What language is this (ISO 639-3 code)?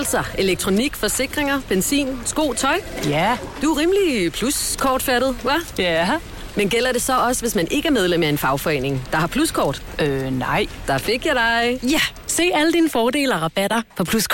dan